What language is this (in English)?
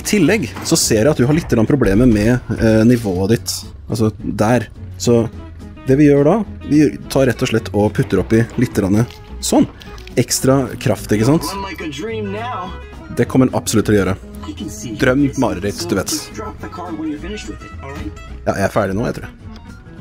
Norwegian